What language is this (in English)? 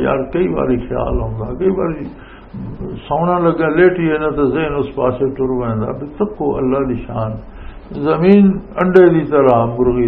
Western Panjabi